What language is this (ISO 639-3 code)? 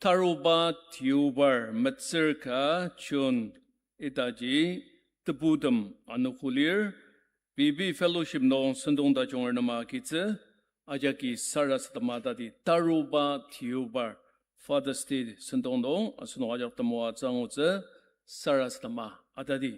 njo